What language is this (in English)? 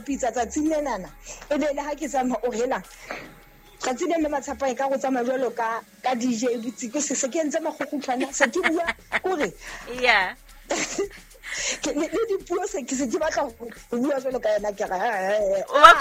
Southern Sotho